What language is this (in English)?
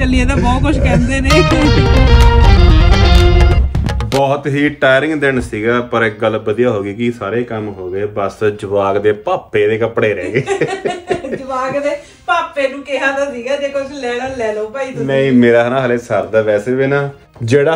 Punjabi